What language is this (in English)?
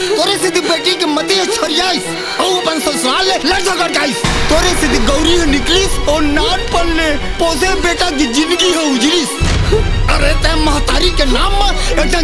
Chhattisgarhi